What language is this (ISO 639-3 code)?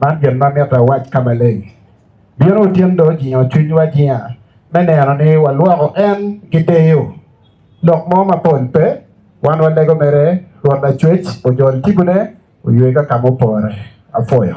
ach